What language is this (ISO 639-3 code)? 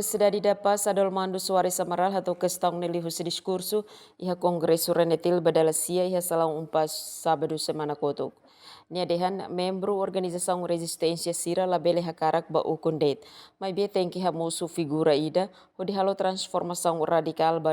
tet